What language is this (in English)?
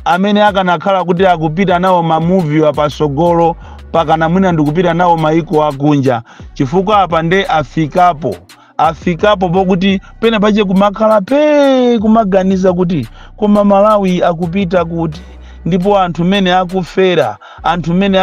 Nyanja